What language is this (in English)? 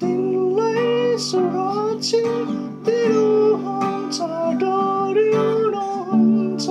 Nepali